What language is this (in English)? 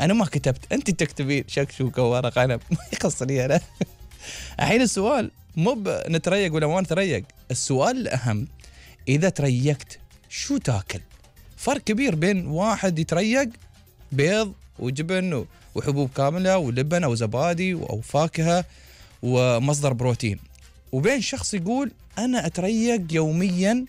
Gulf Arabic